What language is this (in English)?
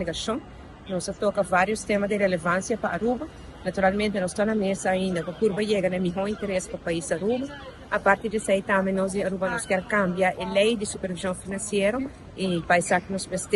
Papiamento